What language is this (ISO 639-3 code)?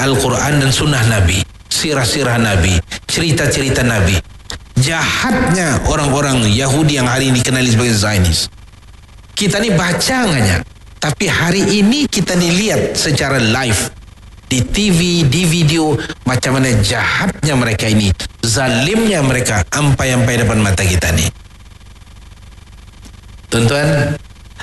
msa